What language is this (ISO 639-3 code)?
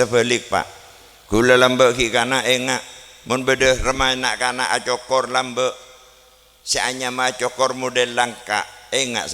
mad